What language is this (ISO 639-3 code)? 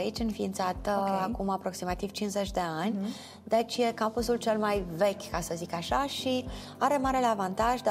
ron